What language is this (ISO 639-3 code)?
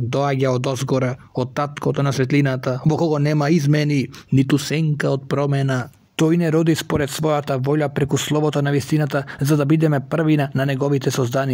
mkd